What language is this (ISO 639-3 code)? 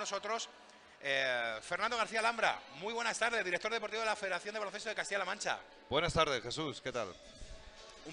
spa